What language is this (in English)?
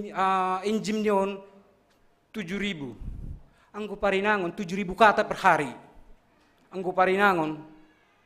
Batak Simalungun